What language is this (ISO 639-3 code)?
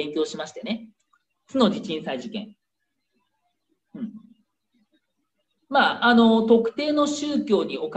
jpn